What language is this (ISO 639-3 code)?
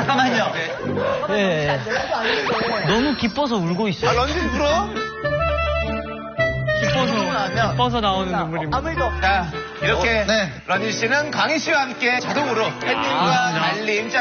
kor